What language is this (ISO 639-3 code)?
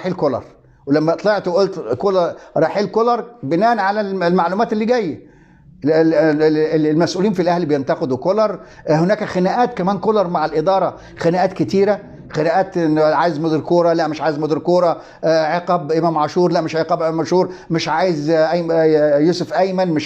arz